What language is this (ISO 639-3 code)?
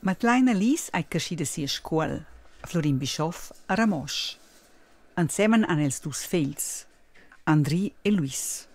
roh